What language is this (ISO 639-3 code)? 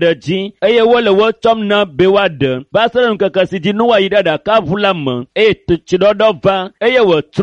ewe